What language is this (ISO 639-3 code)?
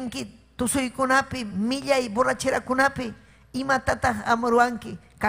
quy